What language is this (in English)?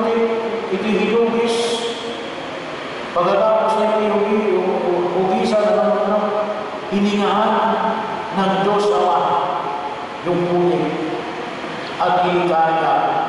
Filipino